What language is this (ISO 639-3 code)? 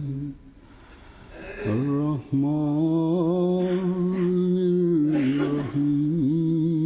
ben